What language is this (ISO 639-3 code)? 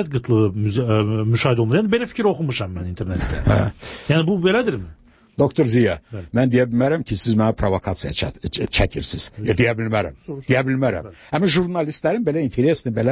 aze